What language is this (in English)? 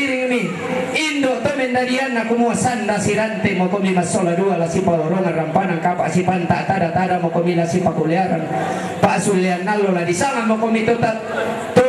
Toraja-Sa'dan